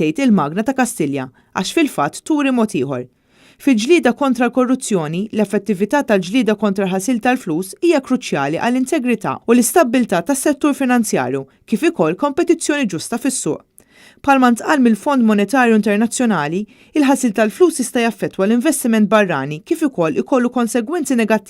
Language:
Maltese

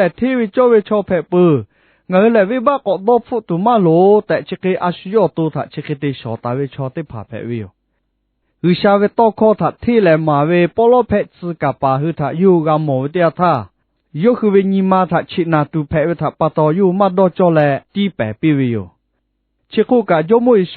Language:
Lahu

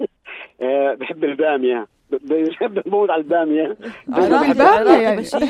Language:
North Levantine Arabic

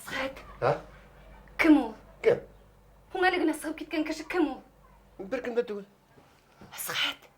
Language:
Bashkir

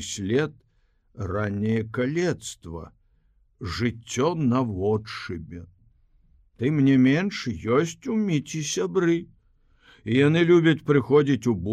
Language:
Belarusian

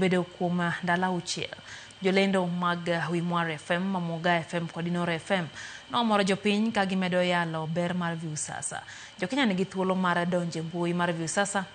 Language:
Luo (Kenya and Tanzania)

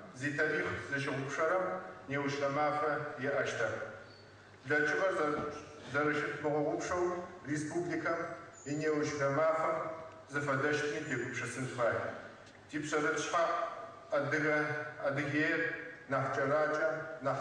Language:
Adyghe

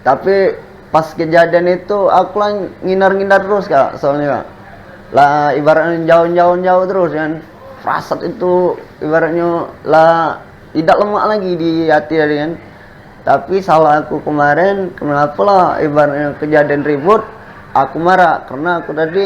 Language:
Musi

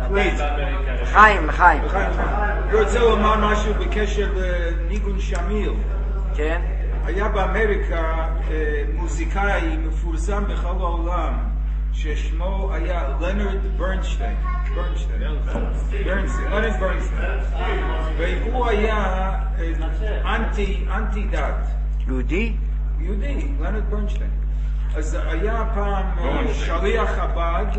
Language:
Hebrew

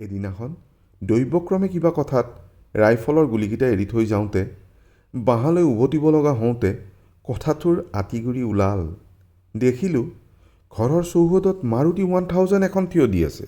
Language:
Assamese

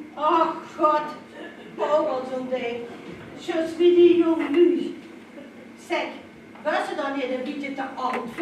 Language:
Limburgish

